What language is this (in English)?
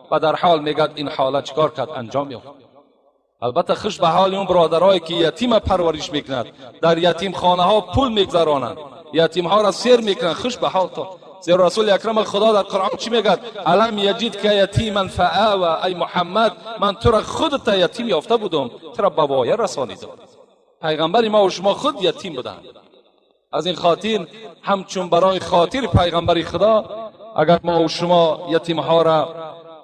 Tajik